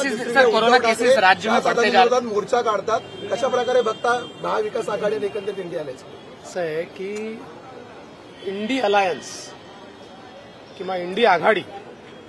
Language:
Marathi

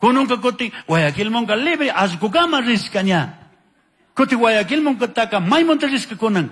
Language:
Chimborazo Highland Quichua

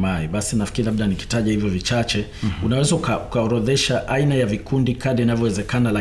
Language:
Swahili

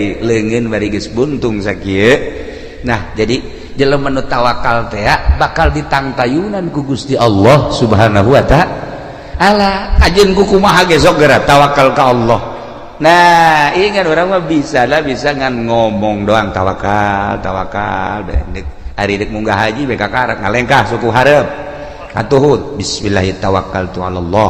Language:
Sundanese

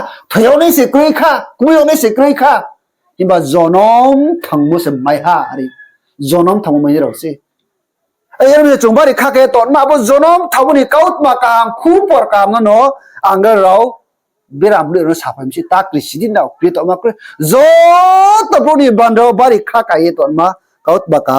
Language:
Riang (India)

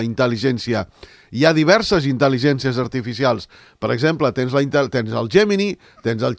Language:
Catalan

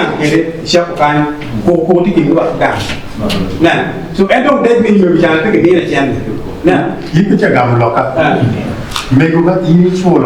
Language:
Acoli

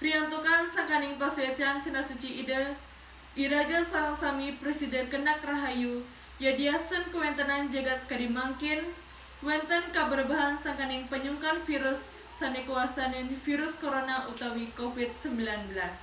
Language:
Balinese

